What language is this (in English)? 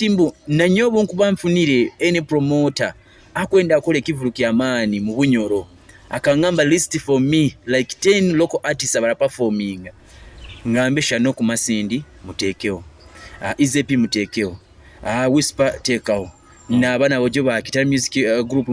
Nyoro